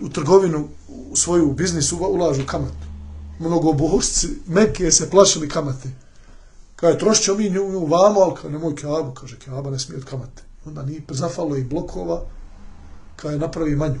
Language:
Bosnian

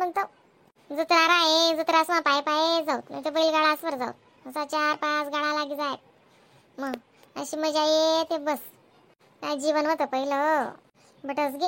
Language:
Khandesi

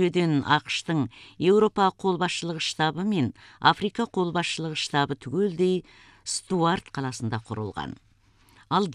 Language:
Kazakh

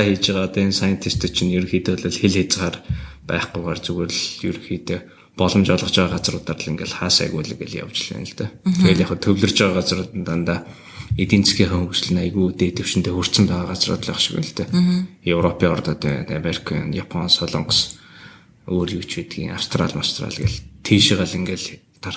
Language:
Mongolian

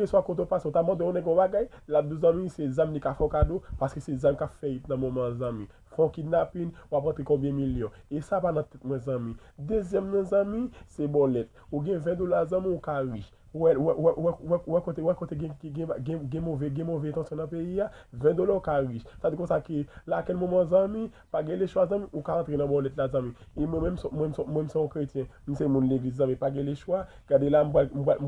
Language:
Haitian Creole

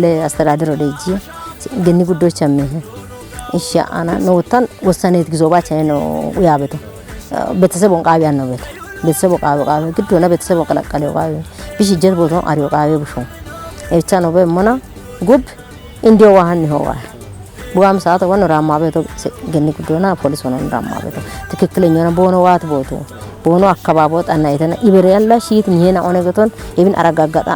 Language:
Kafa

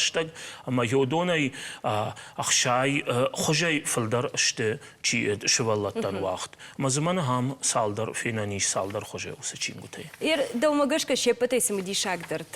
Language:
Ossetic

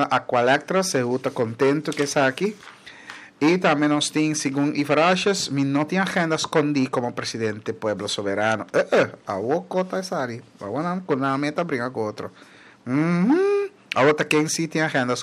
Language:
Papiamento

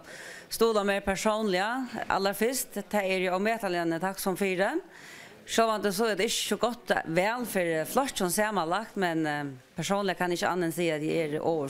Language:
Faroese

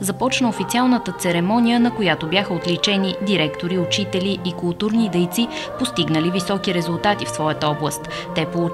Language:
Bulgarian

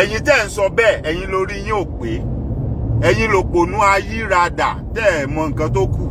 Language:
Yoruba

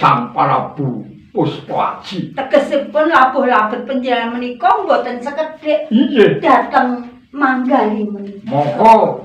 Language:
Javanese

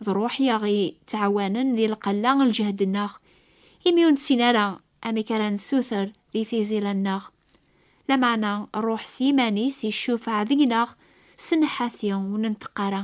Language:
Kabyle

